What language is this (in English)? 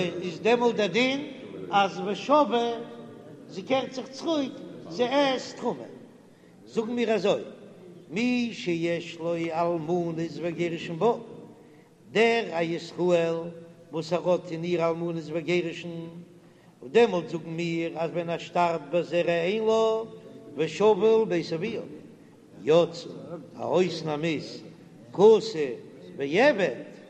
Yiddish